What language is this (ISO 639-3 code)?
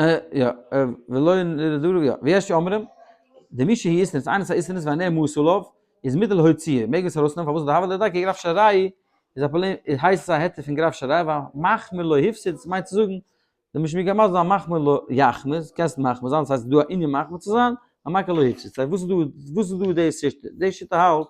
yid